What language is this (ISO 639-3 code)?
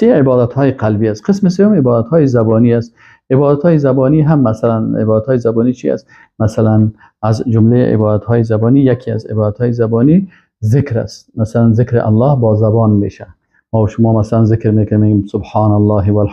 fas